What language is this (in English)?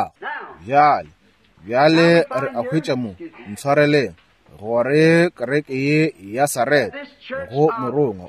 Northern Sotho